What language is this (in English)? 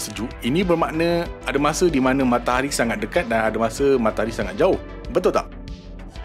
Malay